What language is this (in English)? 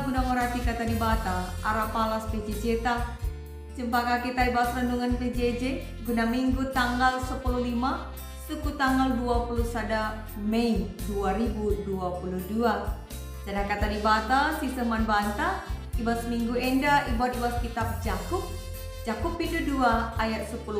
Batak Karo